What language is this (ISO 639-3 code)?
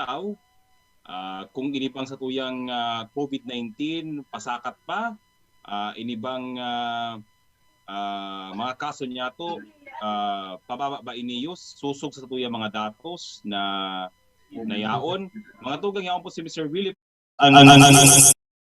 bik